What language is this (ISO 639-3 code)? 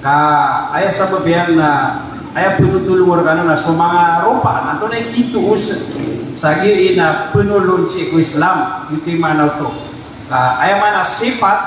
mrw